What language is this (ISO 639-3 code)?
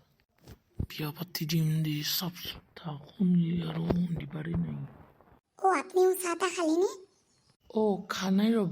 asm